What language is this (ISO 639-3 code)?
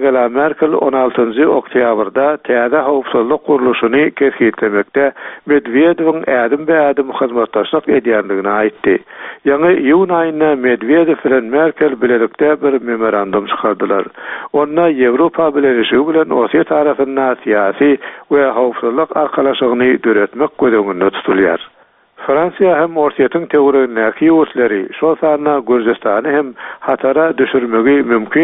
tuk